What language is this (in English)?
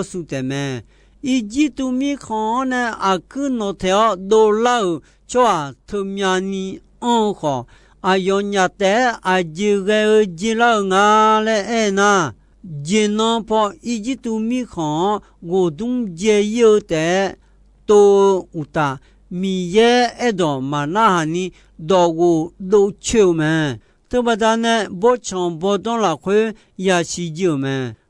Akha